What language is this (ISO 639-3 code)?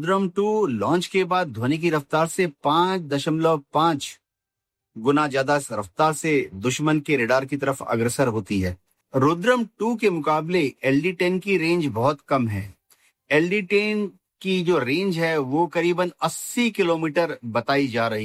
hin